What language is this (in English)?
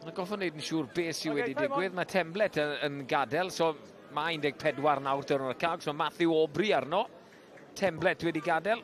Welsh